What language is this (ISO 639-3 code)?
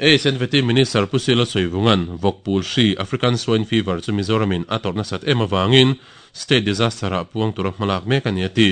lus